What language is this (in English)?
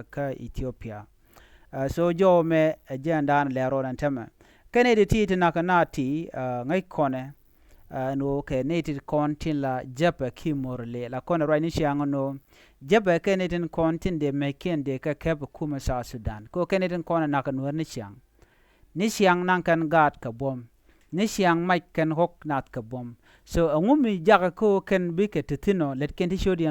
Nuer